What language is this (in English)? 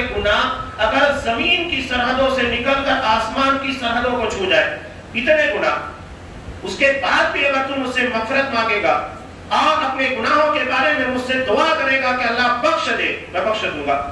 Urdu